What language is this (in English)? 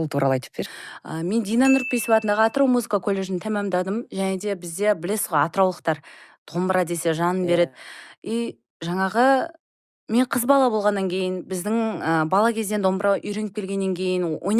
Kazakh